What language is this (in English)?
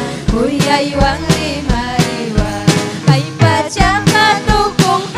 Ayacucho Quechua